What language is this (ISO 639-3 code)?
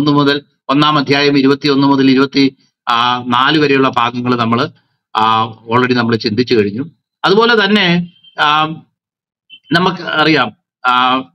mal